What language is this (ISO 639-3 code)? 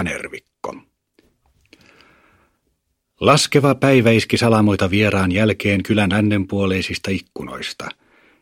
fin